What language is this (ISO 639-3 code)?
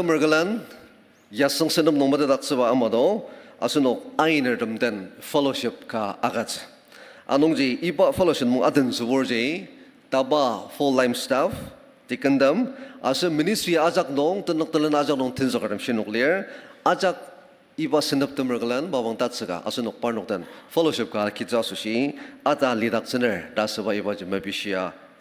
njo